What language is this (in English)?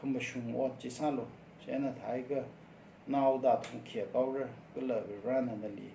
Tangkhul Naga (India)